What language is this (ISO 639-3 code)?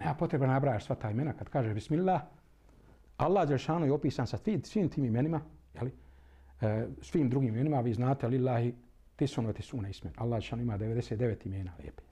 bos